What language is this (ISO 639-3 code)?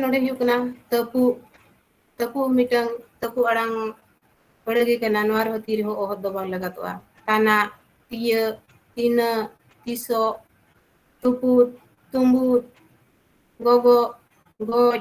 sat